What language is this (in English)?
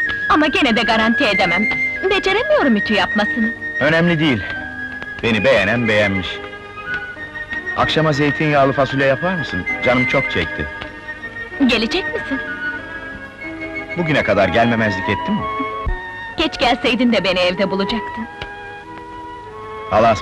Turkish